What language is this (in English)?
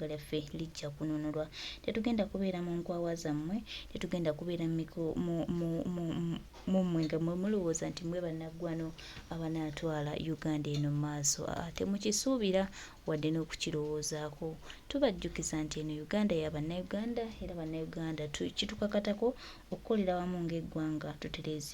Ganda